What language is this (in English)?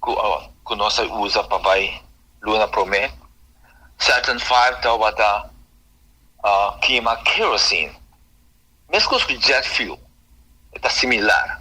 Papiamento